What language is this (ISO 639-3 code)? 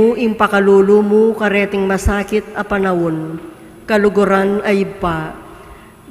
pam